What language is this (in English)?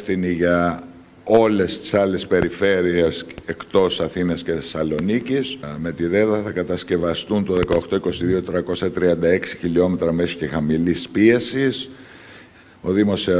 Greek